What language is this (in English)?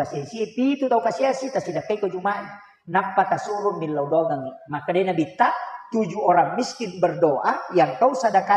Buginese